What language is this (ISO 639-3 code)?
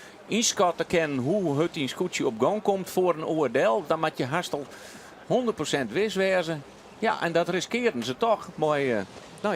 fry